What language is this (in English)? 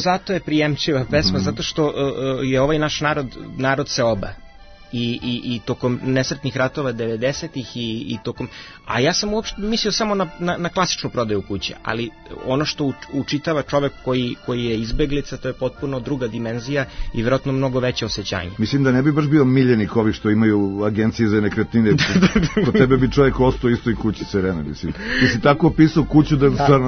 Serbian